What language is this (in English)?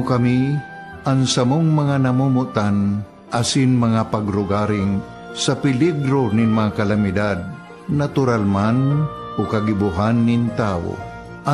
Bikol